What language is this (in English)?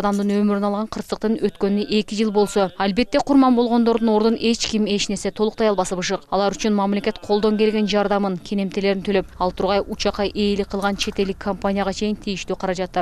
Kyrgyz